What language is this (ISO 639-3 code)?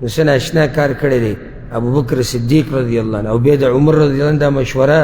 pus